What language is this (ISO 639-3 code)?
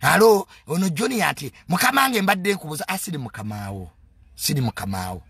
lug